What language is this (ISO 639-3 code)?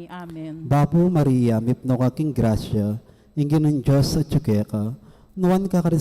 pam